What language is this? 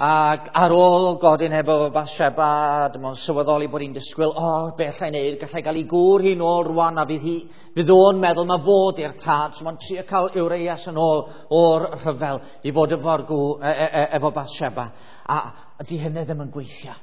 Welsh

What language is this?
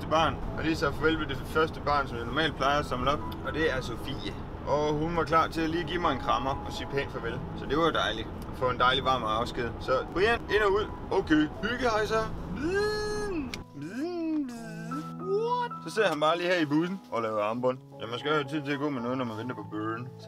Danish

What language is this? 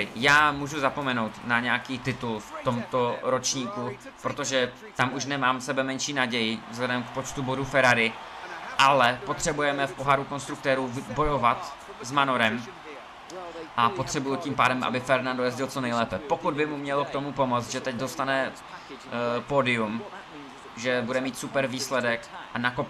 Czech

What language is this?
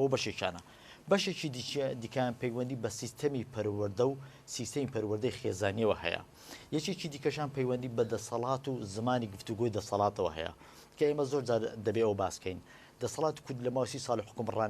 Central Kurdish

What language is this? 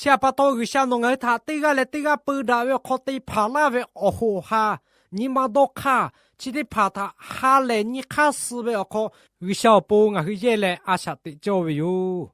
Lahu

